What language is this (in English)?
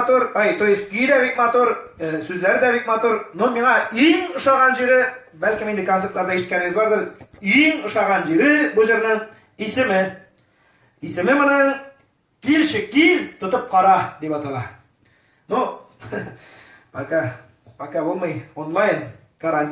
Tatar